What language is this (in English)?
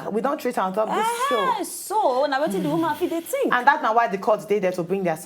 Nigerian Pidgin